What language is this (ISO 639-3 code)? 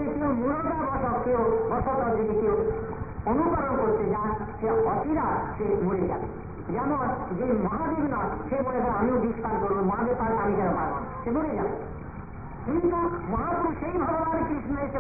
ben